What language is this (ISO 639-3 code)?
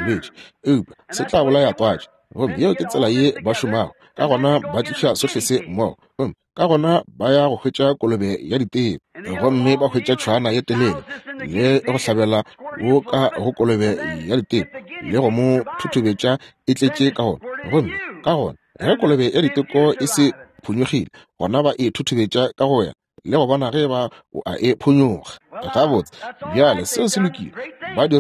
nso